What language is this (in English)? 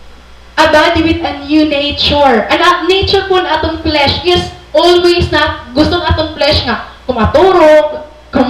Waray